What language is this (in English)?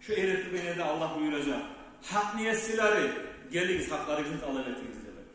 Kumyk